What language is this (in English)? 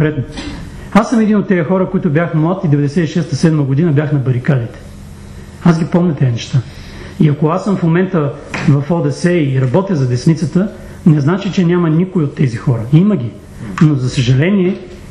Bulgarian